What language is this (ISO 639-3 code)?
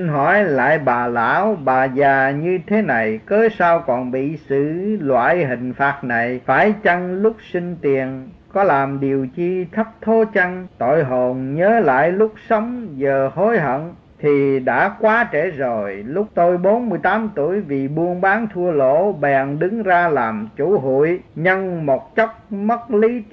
vie